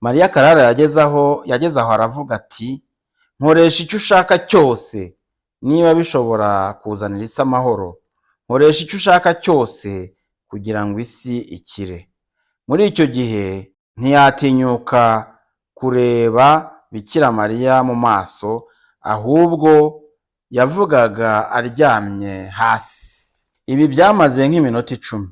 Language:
Kinyarwanda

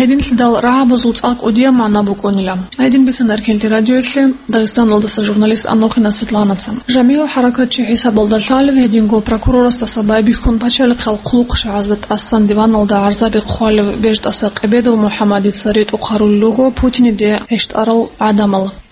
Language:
Avaric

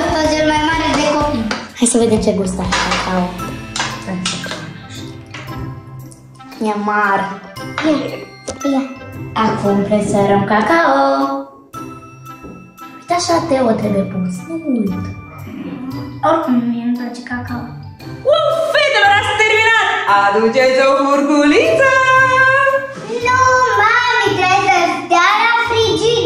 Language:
Romanian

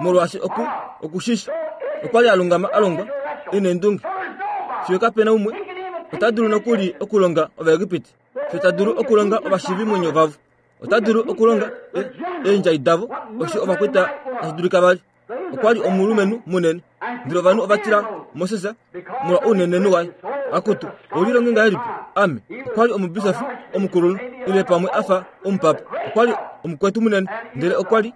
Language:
Kuanyama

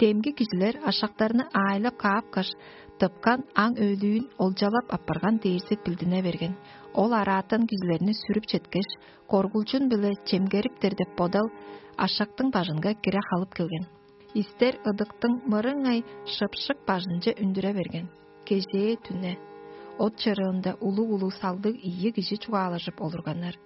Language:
Tuvinian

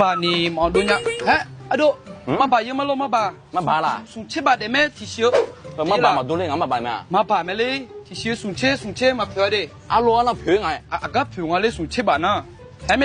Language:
Akha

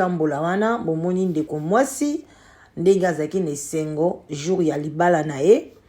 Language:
Lingala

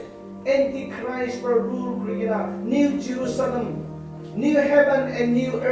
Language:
Naga Pidgin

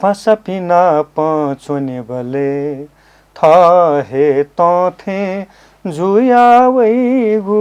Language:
Newari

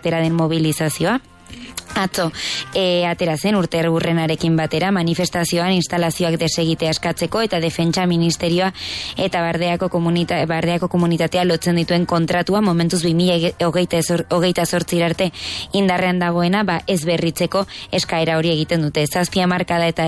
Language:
Basque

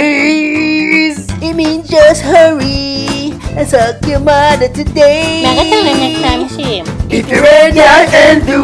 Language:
Jamaican Creole English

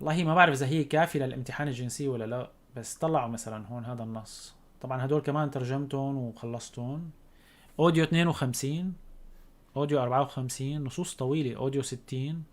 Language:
North Levantine Arabic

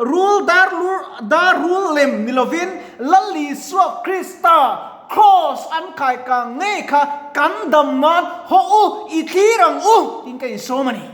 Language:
Mizo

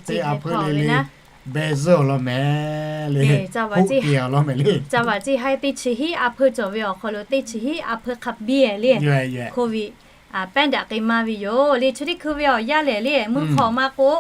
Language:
Lahu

